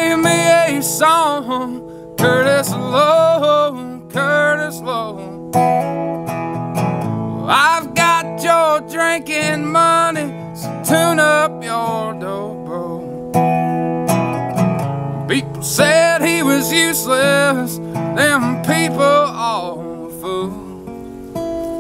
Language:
English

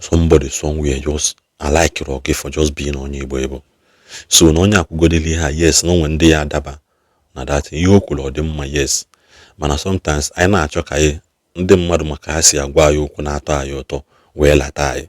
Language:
Igbo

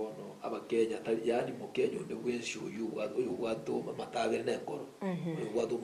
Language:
Gusii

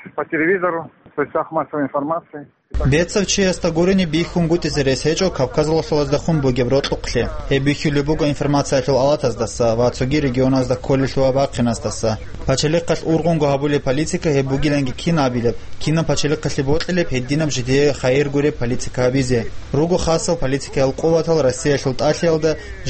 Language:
Avaric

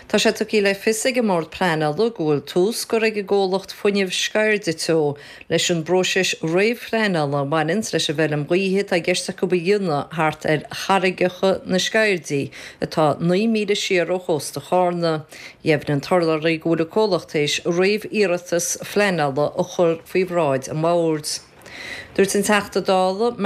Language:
Irish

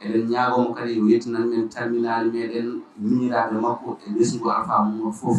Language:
Fula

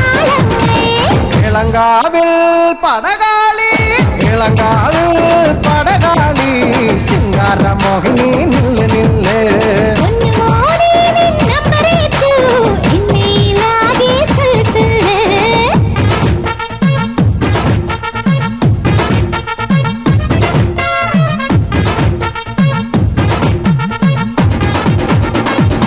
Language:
Malayalam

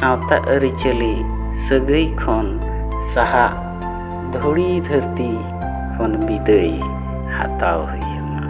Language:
Santali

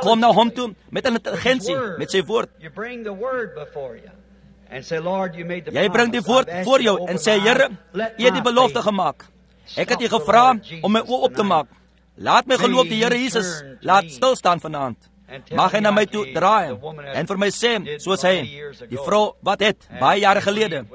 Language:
Afrikaans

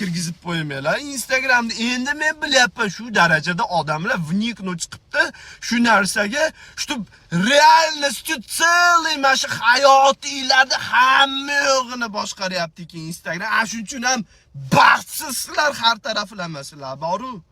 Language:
Uzbek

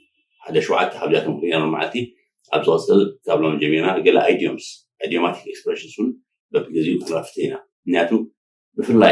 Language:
Tigrinya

